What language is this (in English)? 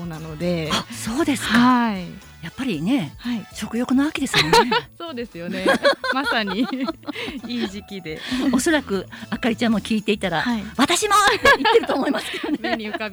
Japanese